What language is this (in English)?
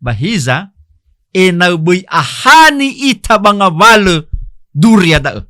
Nias